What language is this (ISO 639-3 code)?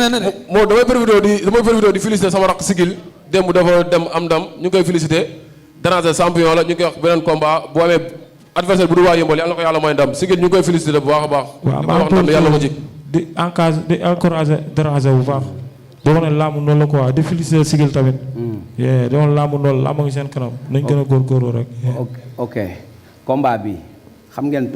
wol